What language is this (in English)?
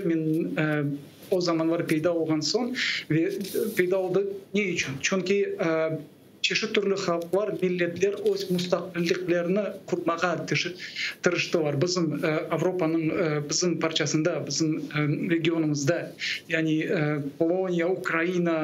Crimean Tatar